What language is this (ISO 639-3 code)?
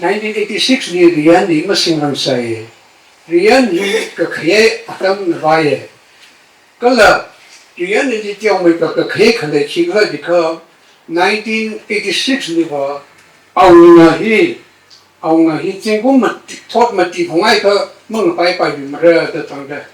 nmf